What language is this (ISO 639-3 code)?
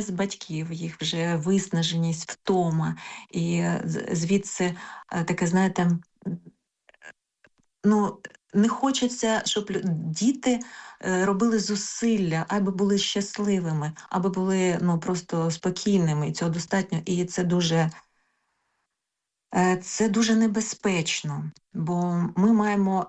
ukr